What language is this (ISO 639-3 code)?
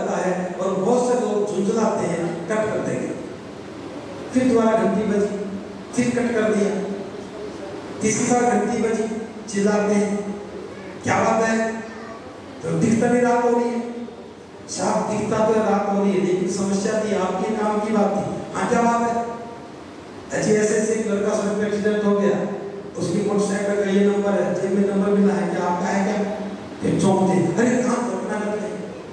hin